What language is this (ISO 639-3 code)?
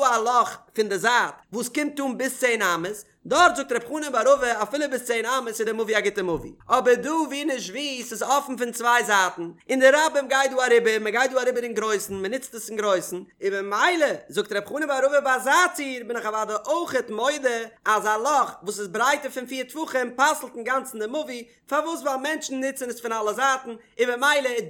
yid